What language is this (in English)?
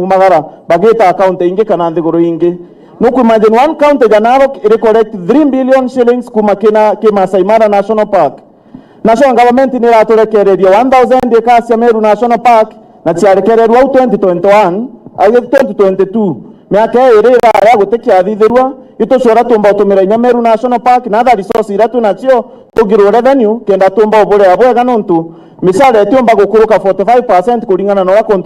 Meru